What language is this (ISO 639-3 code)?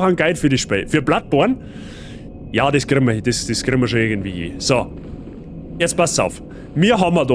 bar